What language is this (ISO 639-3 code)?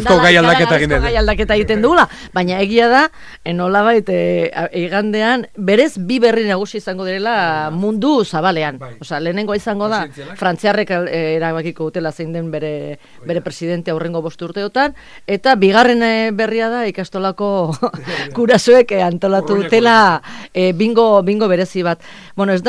eus